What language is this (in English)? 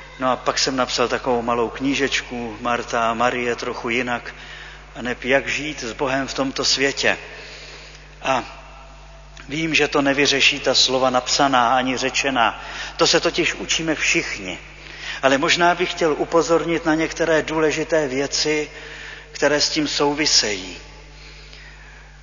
Czech